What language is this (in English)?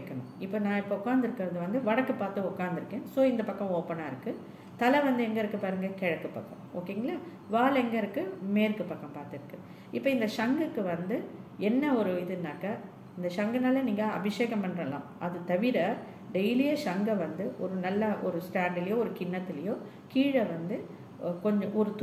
Tamil